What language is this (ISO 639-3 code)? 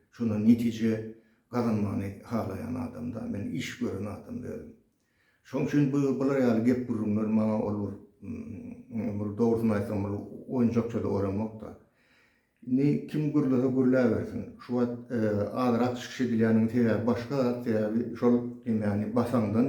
tuk